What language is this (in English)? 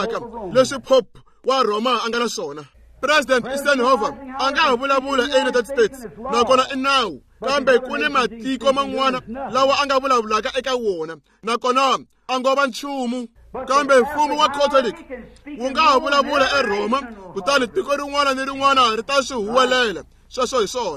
Tsonga